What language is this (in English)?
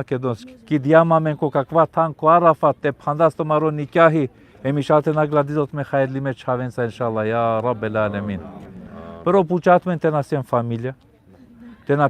Balkan Romani